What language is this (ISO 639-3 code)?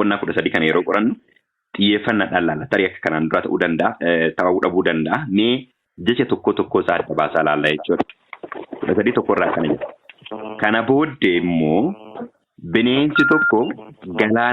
orm